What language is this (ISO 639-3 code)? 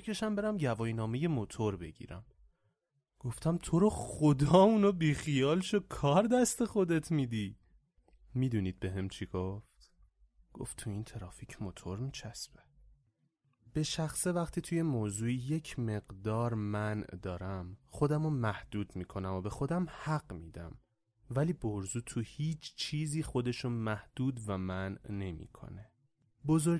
fas